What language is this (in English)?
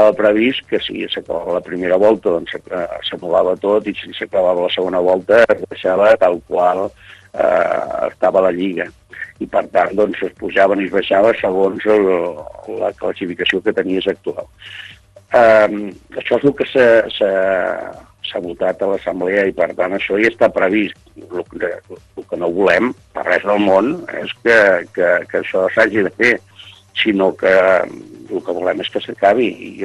Catalan